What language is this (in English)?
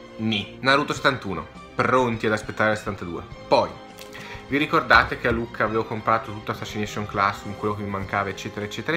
Italian